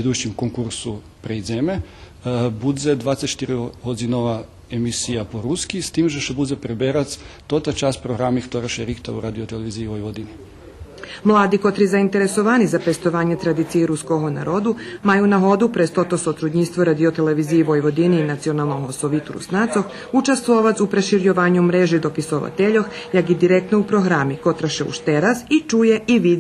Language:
Rusyn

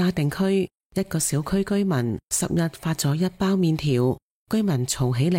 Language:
Cantonese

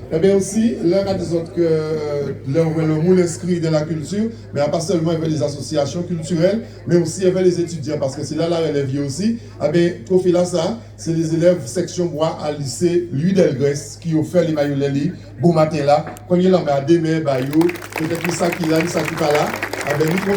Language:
Guadeloupean Creole French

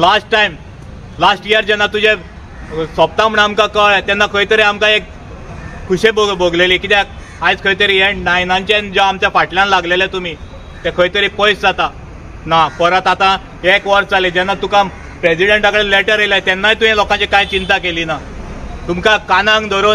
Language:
Konkani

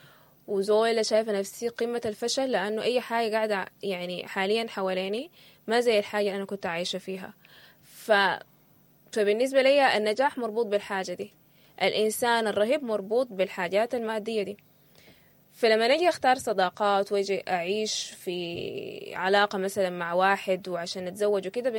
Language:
Sudanese Arabic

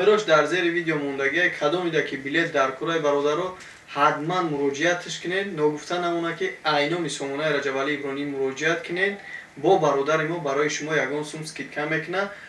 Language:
Tajik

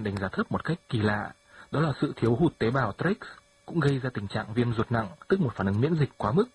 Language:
Vietnamese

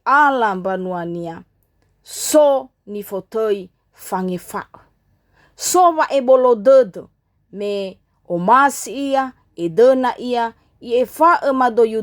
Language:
Nias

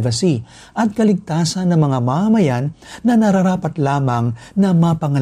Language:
Filipino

